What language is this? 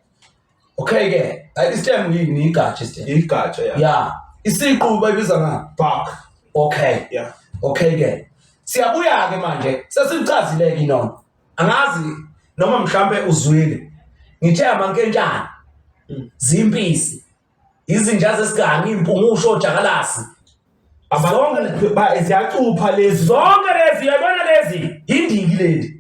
Zulu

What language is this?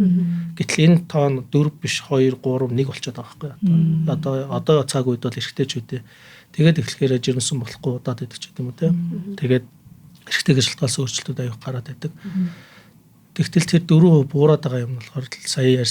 Mongolian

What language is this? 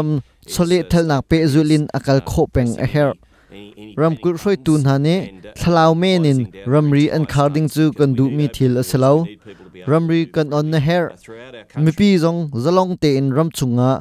Hakha Chin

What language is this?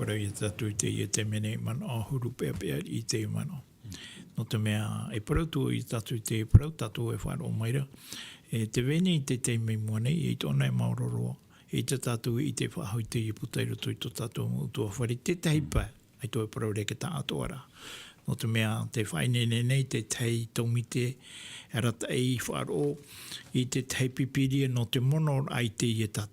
Tahitian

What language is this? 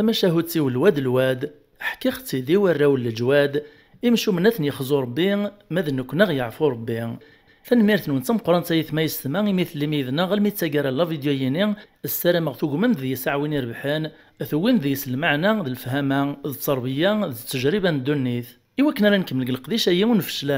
Kabyle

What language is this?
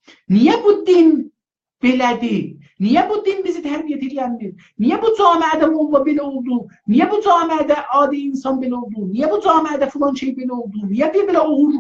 South Azerbaijani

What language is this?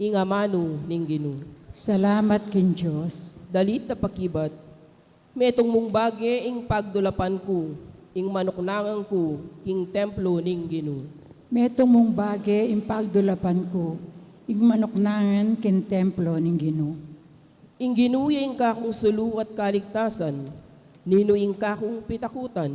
Pampanga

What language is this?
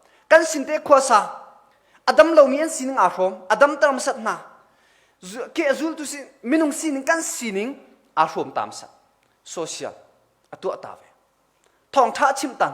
Hakha Chin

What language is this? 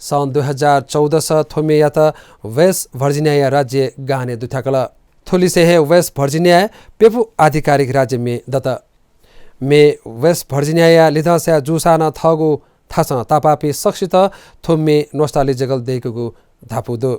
Newari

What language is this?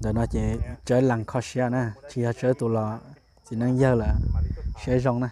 Hmong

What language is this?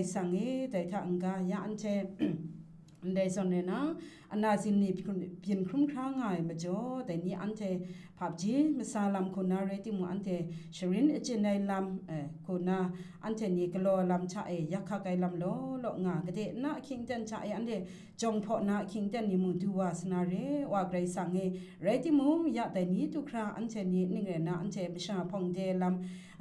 Kachin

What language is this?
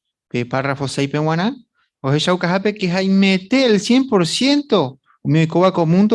Guarani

